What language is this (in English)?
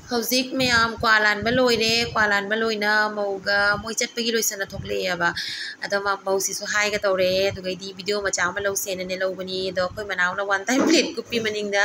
Manipuri